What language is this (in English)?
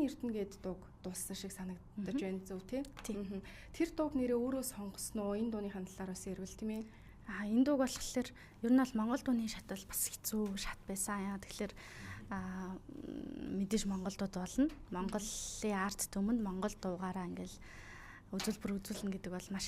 Mongolian